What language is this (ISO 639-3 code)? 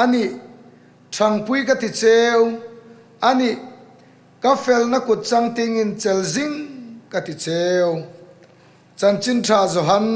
hmr